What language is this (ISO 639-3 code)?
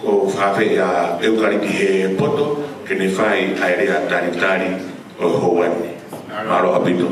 ton